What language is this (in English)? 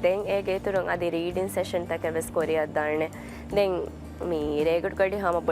Divehi